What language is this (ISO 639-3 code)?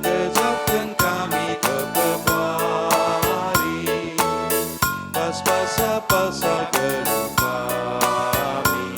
btx